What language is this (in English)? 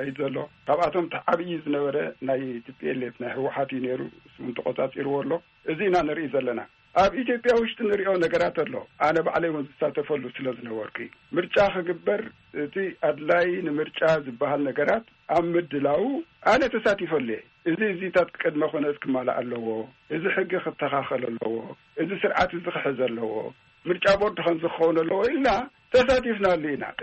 Tigrinya